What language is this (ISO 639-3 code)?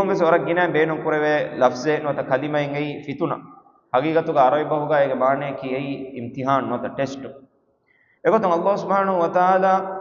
div